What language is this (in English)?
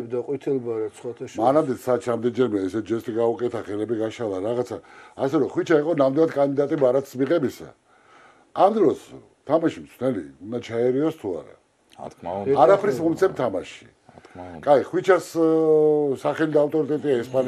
Georgian